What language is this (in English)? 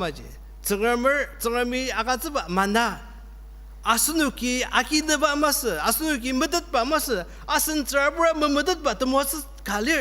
Ao Naga